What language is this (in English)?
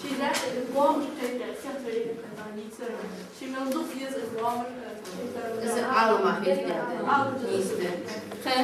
Ingush